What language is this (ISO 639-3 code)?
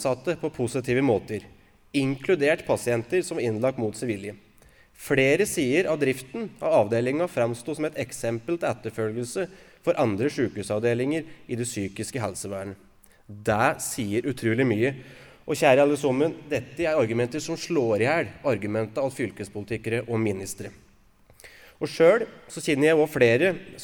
nor